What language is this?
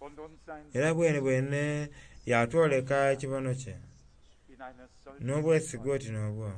Soga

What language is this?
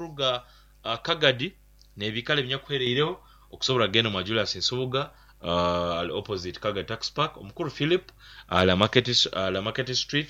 Nyoro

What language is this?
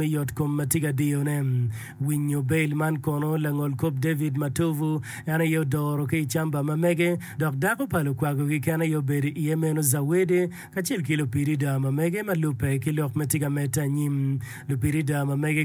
Acoli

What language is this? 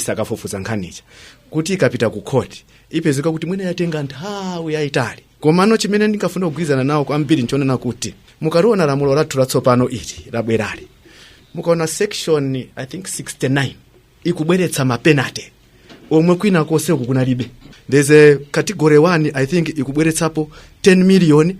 Nyanja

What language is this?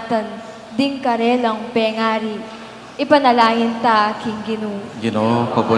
Pampanga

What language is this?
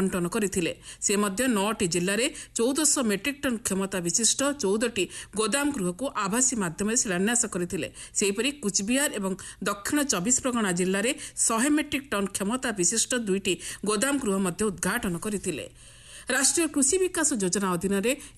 Odia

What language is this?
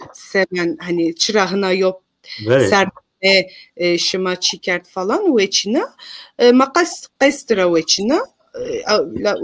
Zaza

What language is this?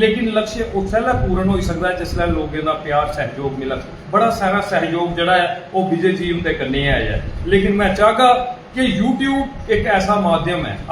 Dogri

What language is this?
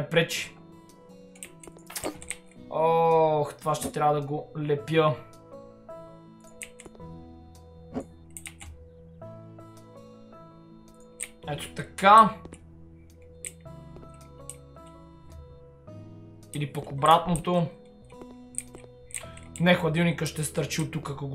Bulgarian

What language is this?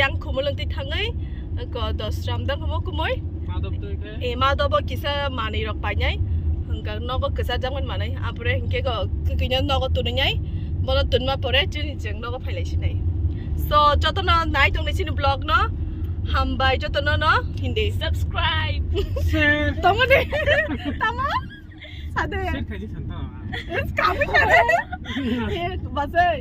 Kok Borok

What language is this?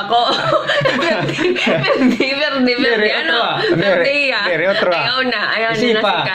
Waray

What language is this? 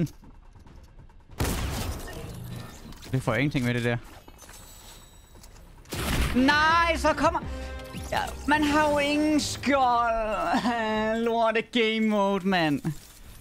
Danish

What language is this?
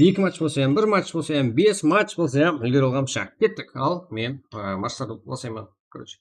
Kara-Kalpak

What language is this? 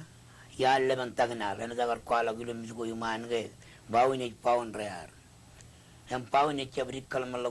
Marshallese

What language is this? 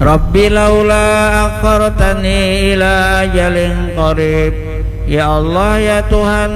Banjar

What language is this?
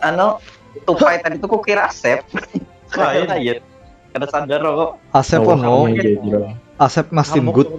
Banjar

